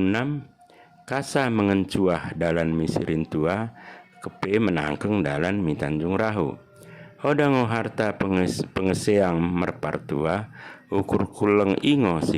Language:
Batak Dairi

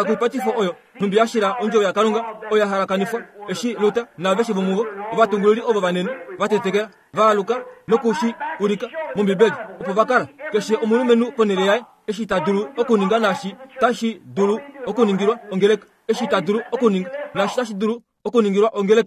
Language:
Kuanyama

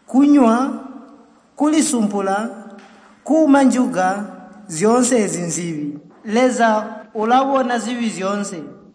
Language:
Tonga (Zambia)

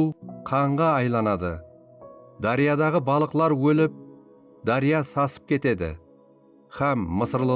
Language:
Kara-Kalpak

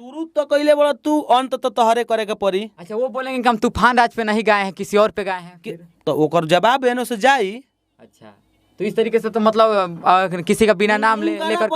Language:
Bhojpuri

